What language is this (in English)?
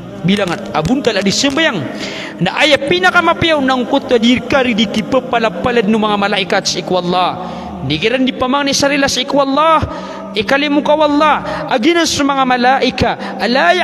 Maranao